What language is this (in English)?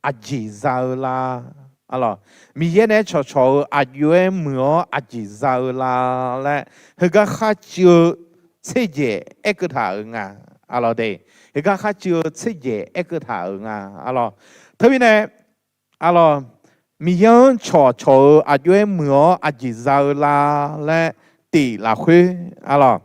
Akha